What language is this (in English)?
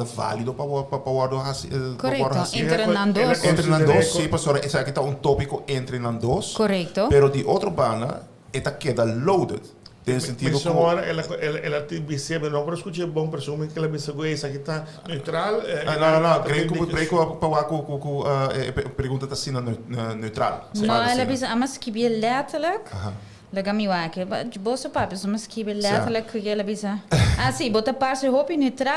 Papiamento